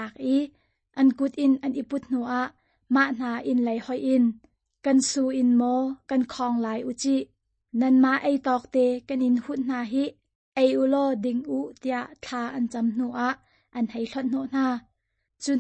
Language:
Hakha Chin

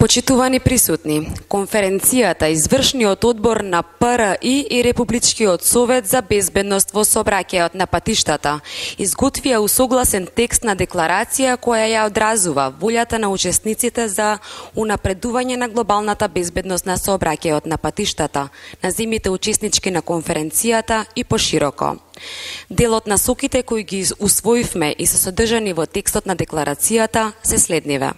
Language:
Macedonian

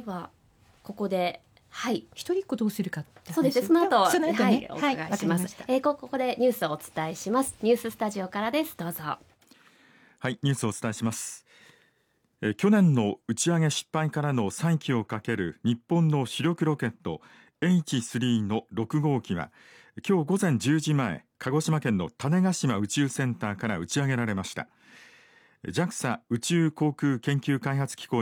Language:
Japanese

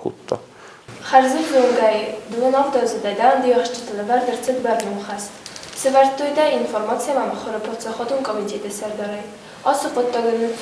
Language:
Ossetic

